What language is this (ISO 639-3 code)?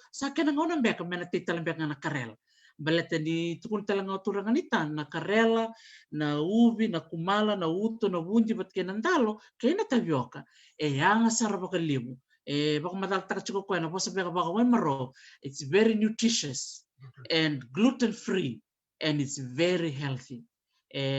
fij